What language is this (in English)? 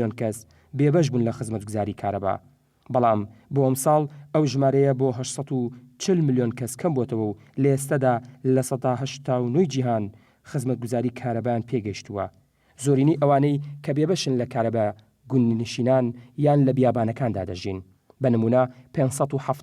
Central Kurdish